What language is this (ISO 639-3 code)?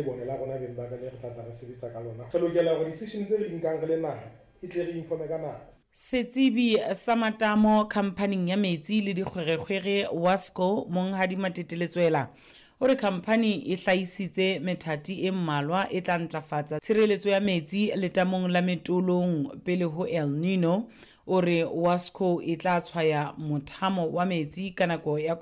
sot